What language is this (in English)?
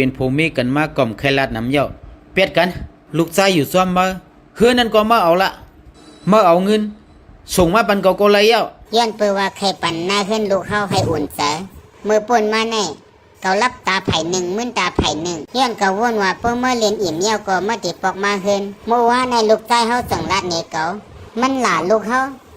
Shan